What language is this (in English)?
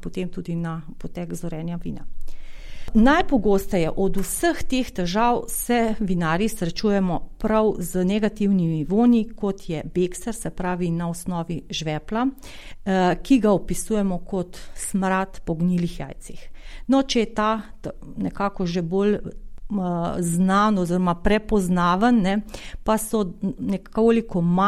Slovenian